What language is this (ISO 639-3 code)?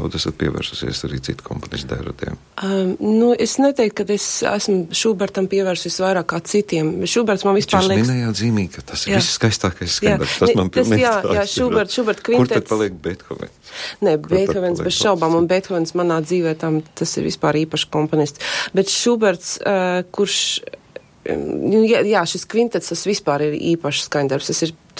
lav